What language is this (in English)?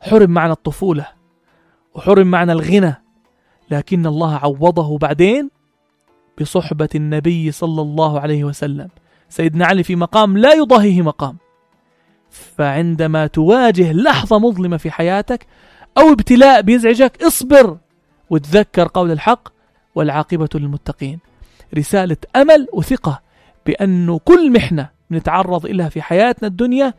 North Levantine Arabic